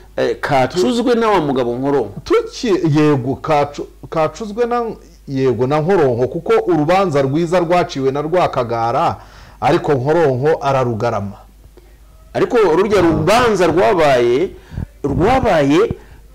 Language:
Kinyarwanda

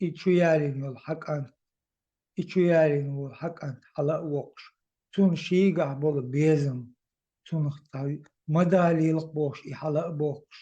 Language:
Chechen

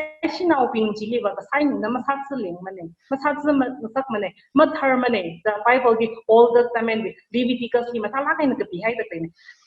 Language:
Tangkhul Naga (India)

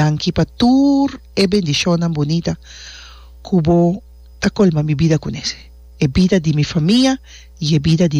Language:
Papiamento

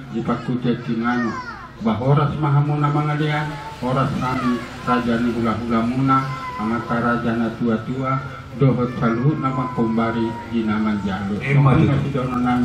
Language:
Batak Toba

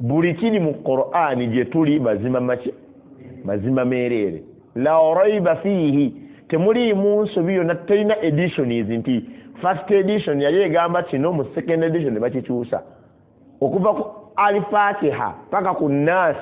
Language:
Ganda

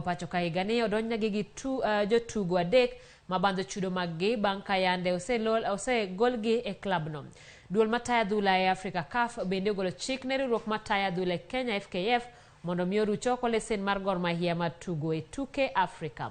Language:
Luo (Kenya and Tanzania)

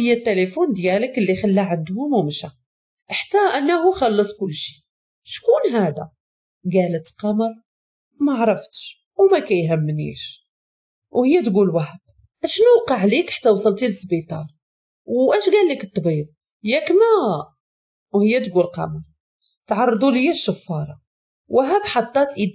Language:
Moroccan Arabic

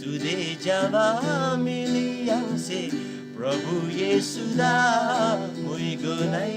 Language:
Eastern Tamang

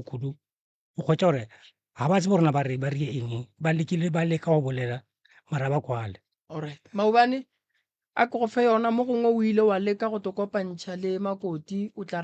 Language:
Northern Sotho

